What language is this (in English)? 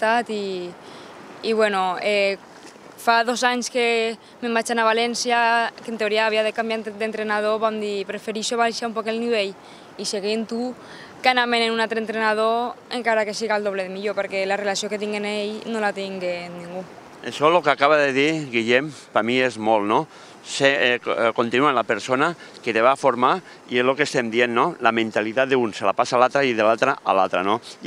Catalan